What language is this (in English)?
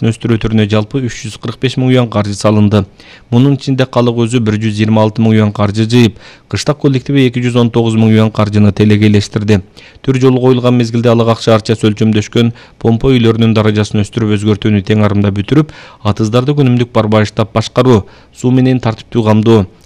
Kyrgyz